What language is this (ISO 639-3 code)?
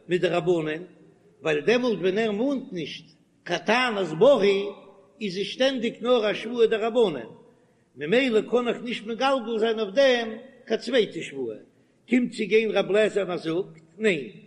yid